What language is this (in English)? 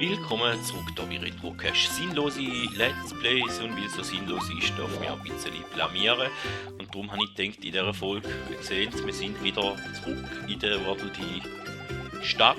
Swiss German